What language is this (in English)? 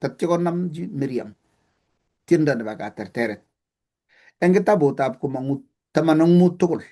Kalenjin